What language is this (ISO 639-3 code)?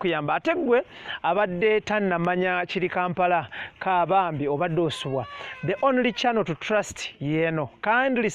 lug